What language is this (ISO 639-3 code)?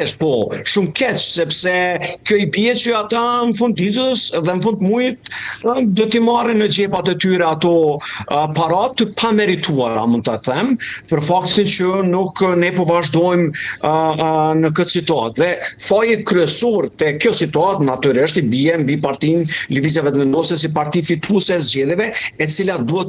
sqi